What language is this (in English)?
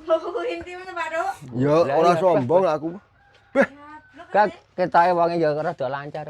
Javanese